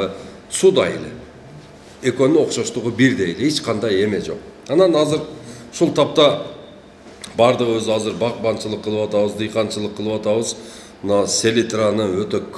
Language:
Kyrgyz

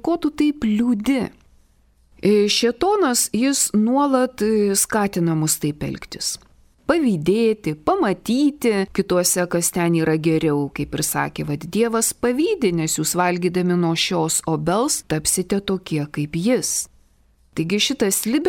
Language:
Lithuanian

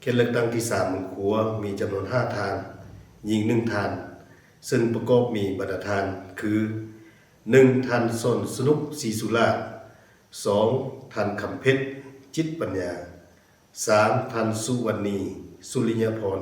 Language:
Lao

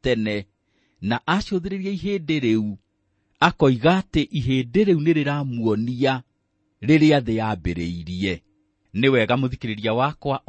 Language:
Kikuyu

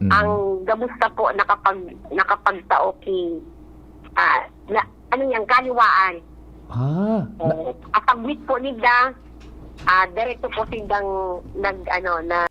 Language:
Bikol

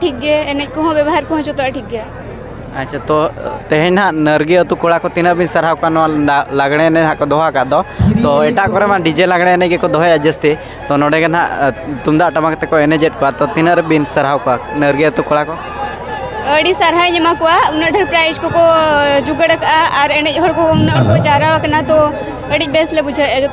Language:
Santali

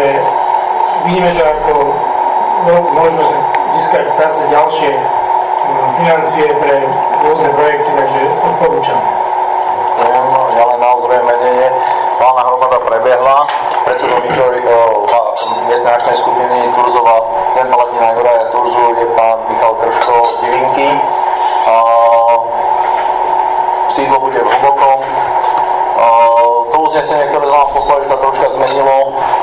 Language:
Slovak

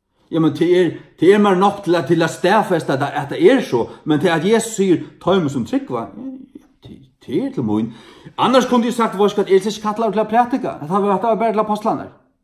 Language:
Faroese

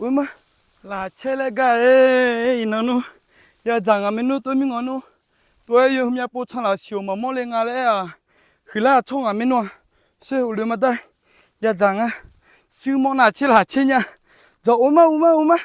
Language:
Akha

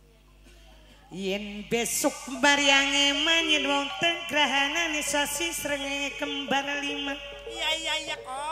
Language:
Javanese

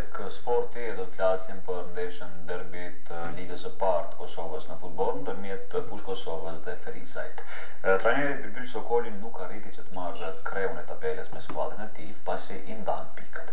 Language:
Albanian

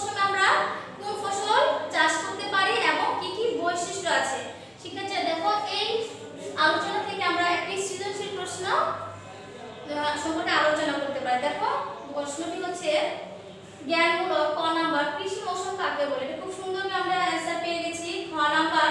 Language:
Bangla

